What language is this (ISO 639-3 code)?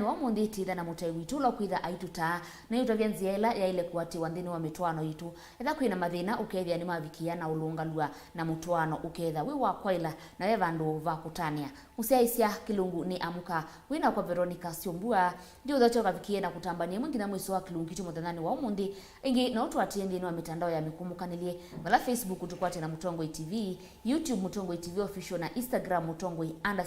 kam